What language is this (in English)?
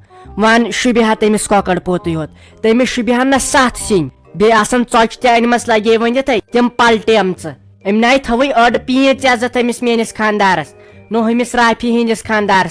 Kashmiri